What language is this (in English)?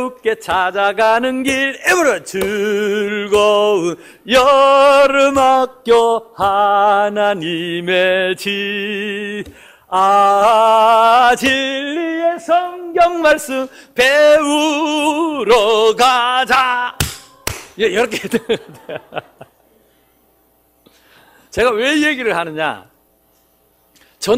Korean